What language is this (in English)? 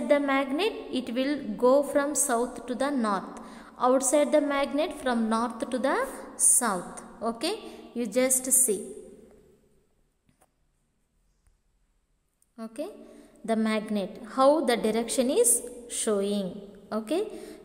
English